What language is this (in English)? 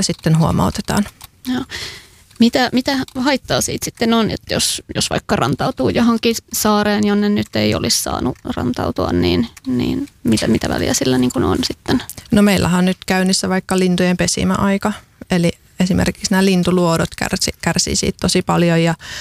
Finnish